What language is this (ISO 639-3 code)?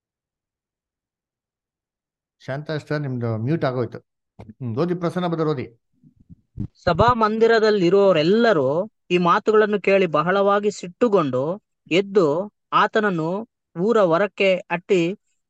kan